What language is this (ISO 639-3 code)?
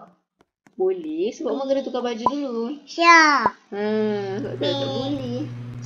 msa